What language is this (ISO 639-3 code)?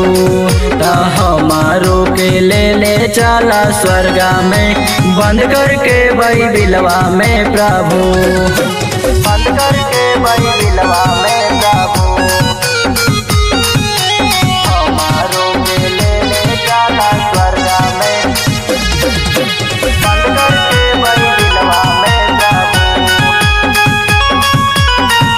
bho